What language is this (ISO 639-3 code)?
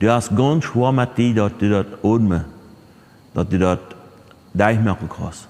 pdt